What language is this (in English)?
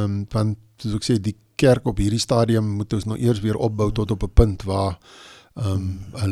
Afrikaans